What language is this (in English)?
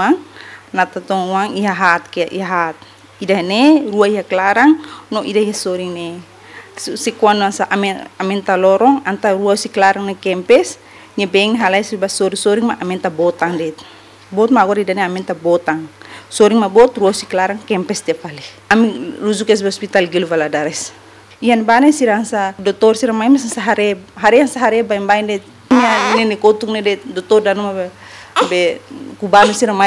Tetum